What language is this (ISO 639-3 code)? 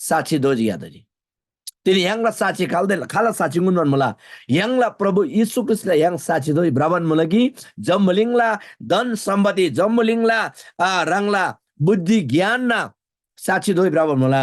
taj